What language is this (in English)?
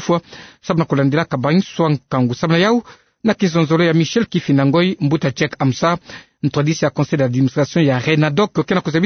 Kituba (Democratic Republic of Congo)